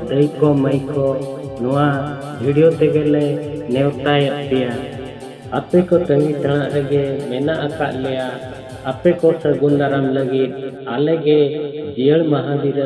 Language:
Santali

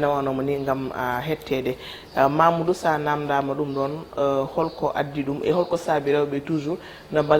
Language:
Fula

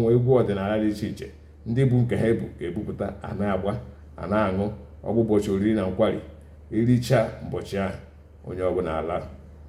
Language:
Igbo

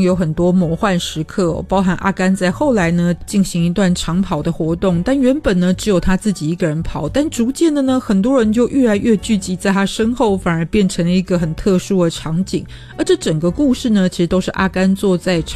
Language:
Chinese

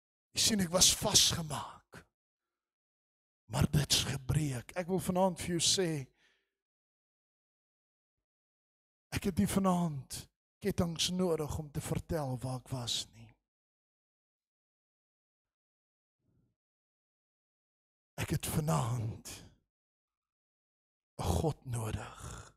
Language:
Afrikaans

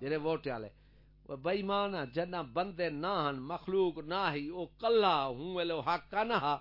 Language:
Saraiki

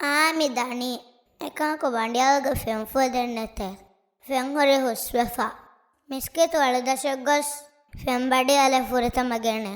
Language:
Divehi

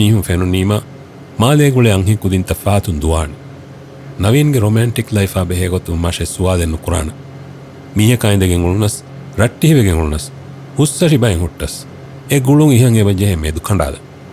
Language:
Divehi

